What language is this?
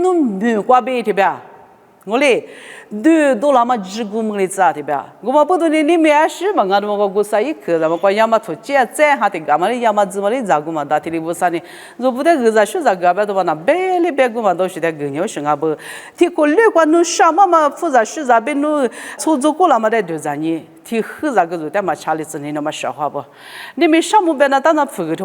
Lisu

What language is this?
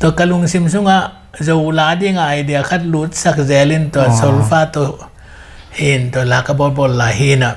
Tedim Chin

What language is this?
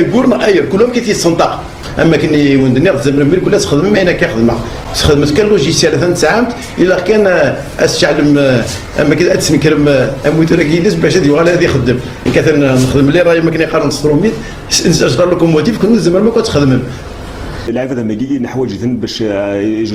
Kabyle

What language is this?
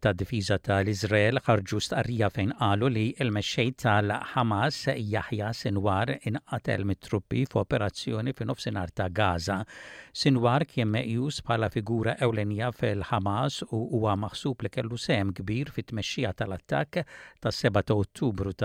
Maltese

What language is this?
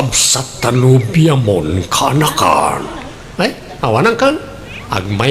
Iloko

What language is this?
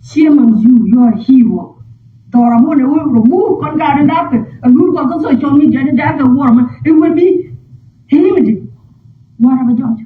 Nuer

